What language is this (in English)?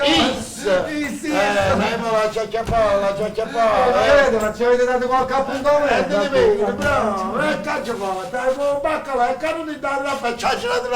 Neapolitan